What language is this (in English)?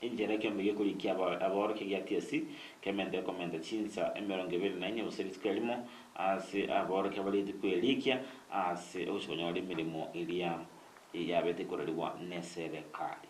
Gusii